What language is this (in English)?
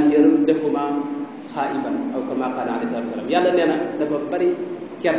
Wolof